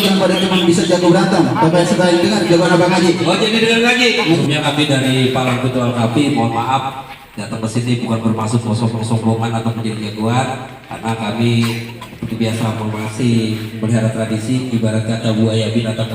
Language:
Betawi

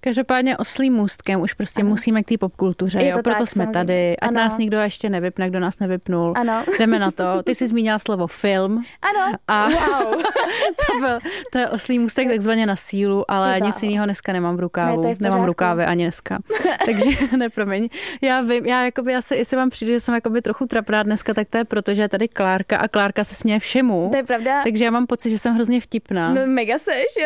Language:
Czech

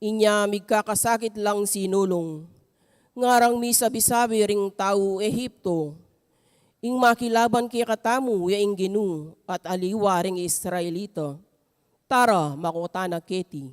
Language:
Pampanga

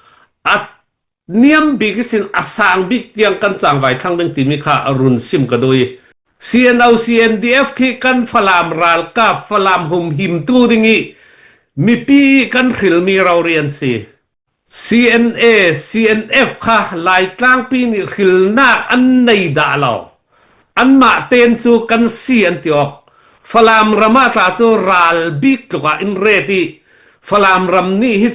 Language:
Falam Chin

